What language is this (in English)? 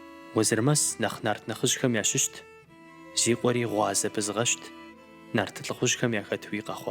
Kabardian